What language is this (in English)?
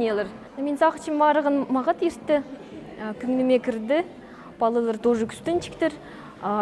Khakas